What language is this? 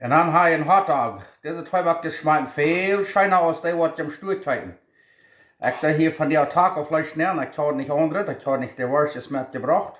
Plautdietsch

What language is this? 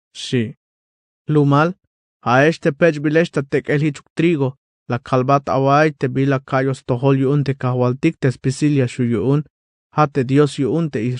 Tzeltal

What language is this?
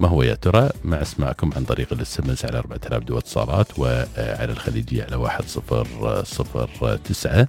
Najdi Arabic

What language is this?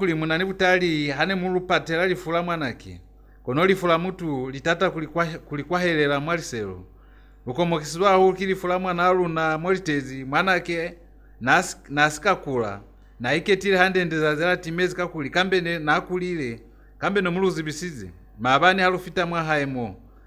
Lozi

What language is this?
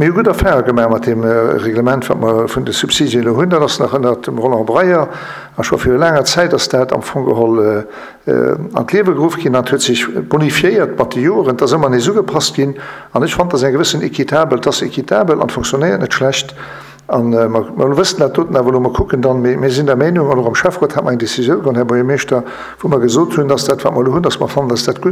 Luxembourgish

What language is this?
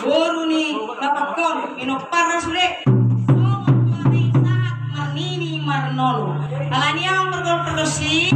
Batak Toba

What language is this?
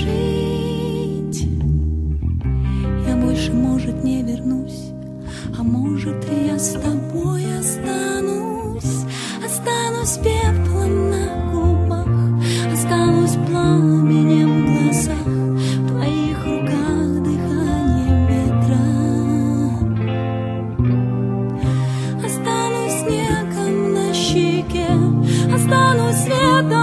Russian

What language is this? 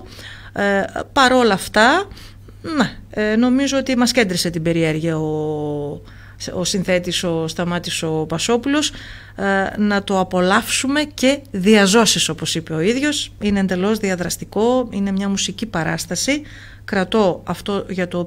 Greek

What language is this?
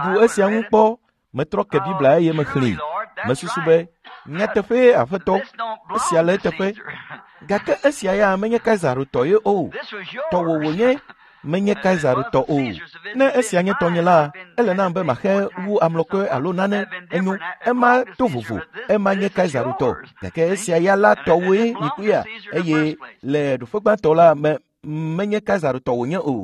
Ewe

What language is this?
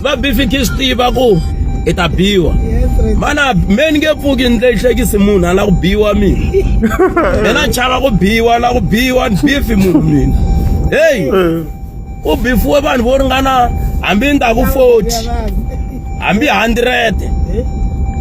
Tsonga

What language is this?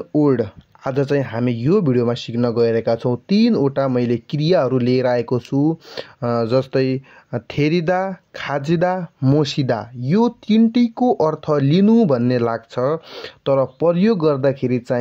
Nepali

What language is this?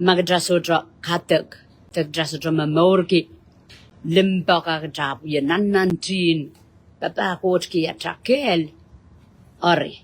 Pohnpeian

